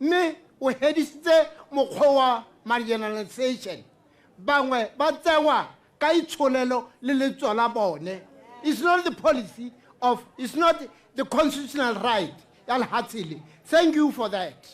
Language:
Tswana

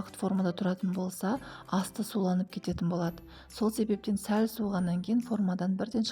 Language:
Kazakh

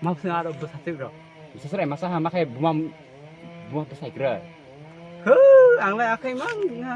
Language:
Kok Borok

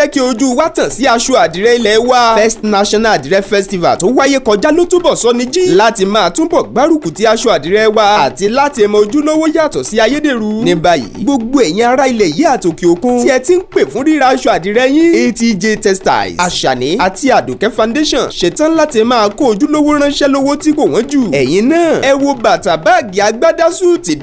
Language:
Yoruba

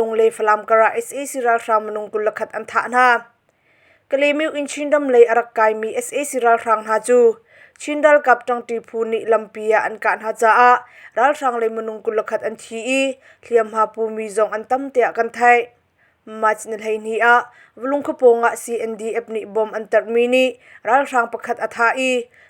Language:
Hakha Chin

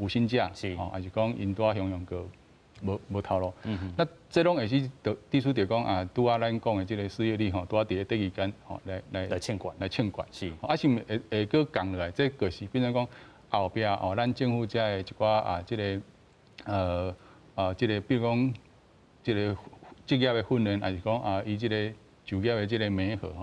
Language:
Min Nan Chinese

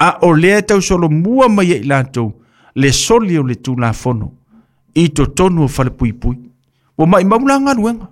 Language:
Samoan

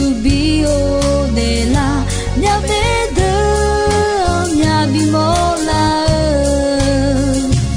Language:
Akha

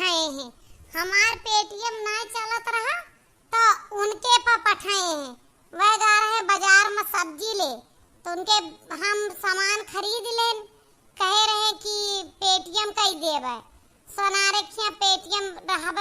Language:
Awadhi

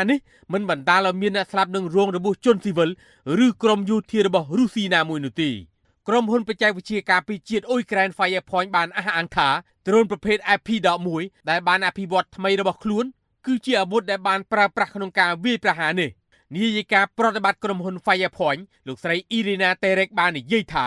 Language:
Khmer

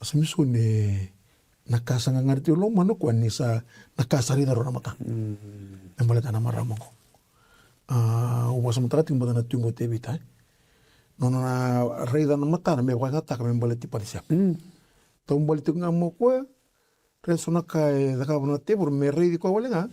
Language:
Fijian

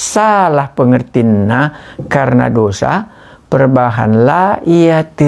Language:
Batak Karo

